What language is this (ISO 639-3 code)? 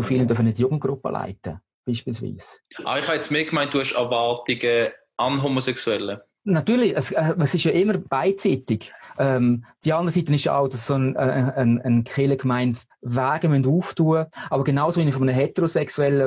gsw